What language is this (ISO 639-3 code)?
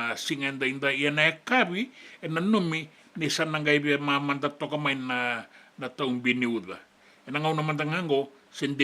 fij